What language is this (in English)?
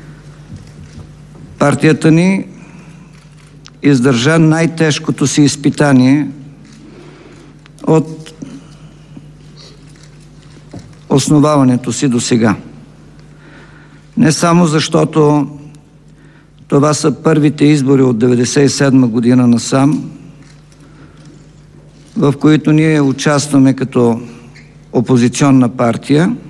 Bulgarian